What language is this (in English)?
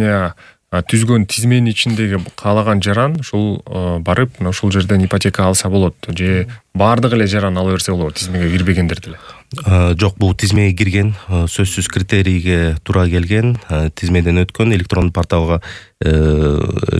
Kyrgyz